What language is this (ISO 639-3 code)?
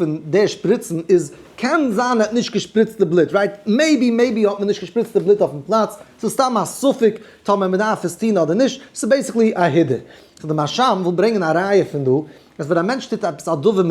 yid